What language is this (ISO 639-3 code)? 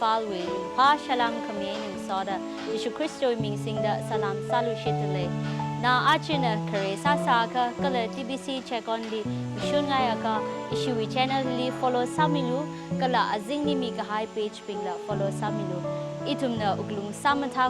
nmf